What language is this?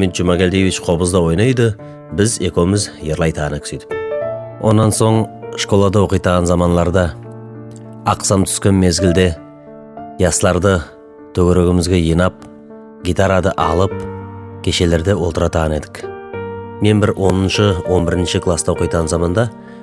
Nogai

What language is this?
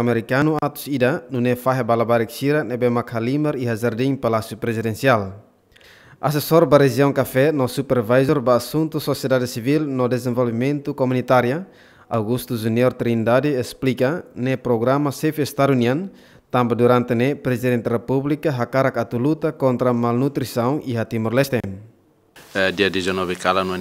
Tetum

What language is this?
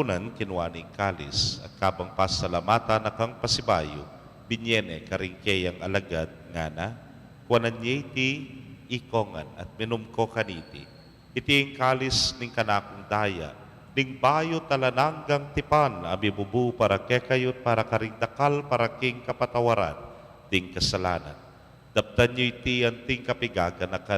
Pampanga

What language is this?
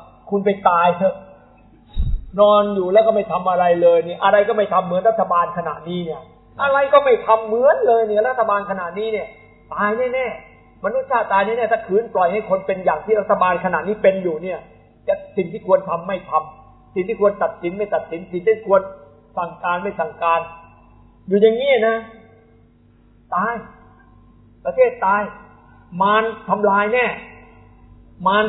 Thai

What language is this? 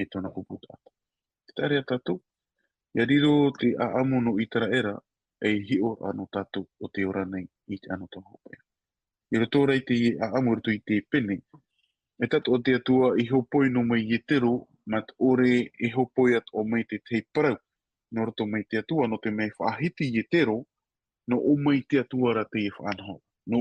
Tahitian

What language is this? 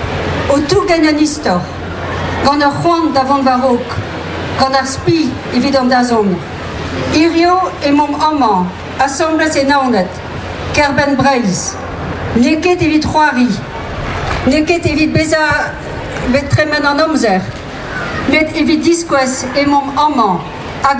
Breton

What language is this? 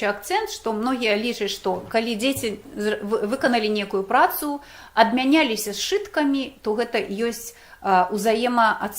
Belarusian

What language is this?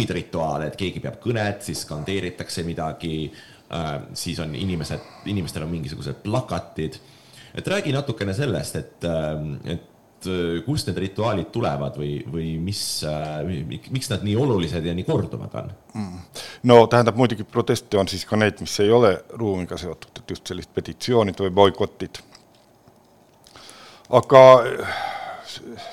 Estonian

